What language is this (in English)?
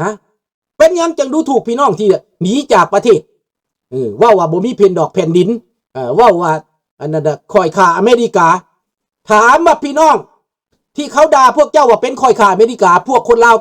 Lao